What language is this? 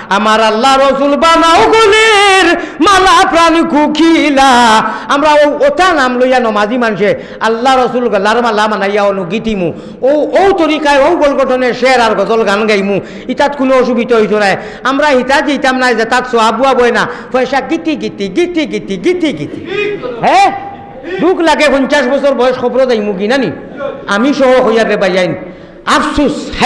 Sylheti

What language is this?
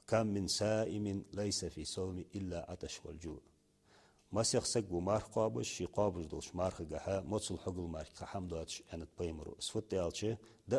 Ingush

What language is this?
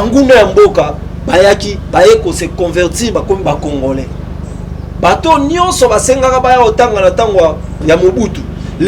Lingala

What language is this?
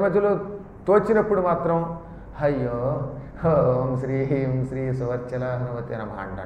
Telugu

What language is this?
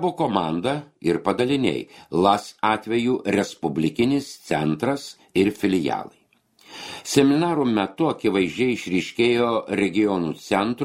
Lithuanian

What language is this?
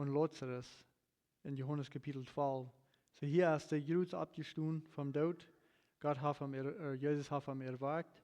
Plautdietsch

